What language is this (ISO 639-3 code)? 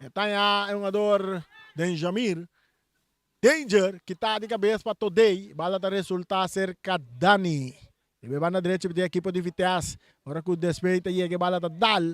pap